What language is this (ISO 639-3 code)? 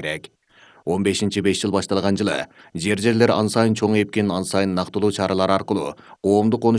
kir